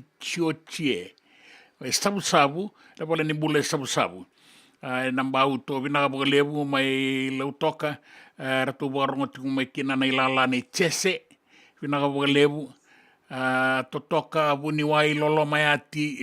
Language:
Fijian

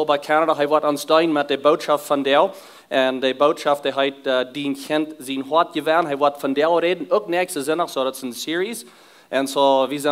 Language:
Plautdietsch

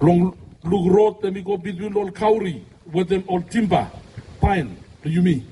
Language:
Bislama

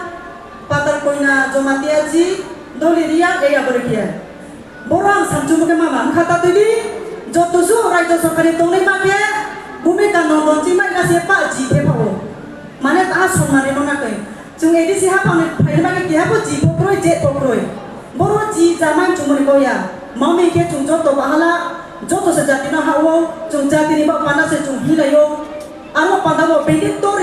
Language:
Riang (India)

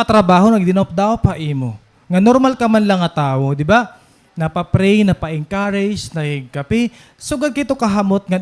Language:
Waray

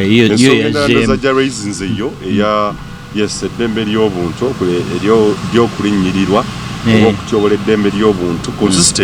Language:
Ganda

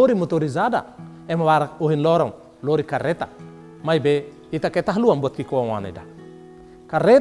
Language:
Tetum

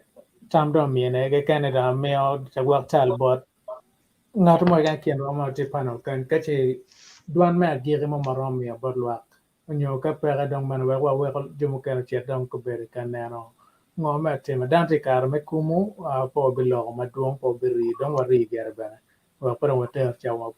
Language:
Acoli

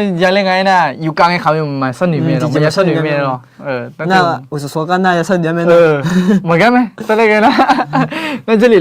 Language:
Akha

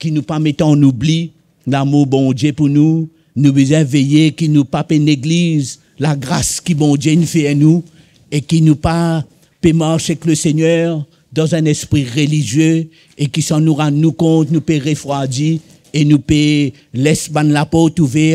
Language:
Morisyen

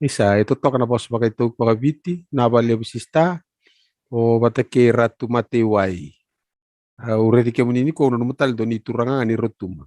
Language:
Fijian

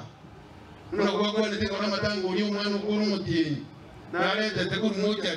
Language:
Gusii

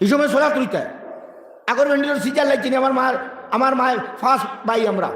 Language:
Sylheti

